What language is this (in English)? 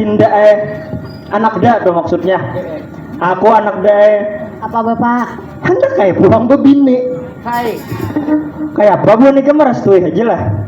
Banjar